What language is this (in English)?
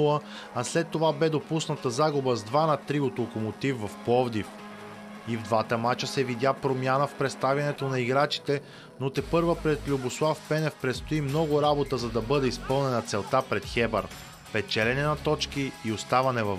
Bulgarian